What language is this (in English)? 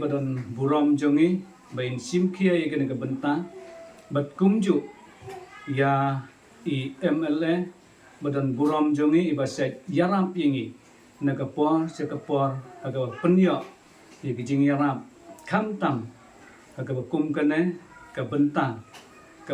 Khasi